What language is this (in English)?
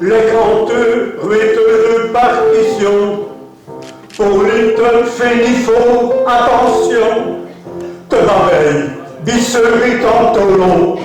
Picard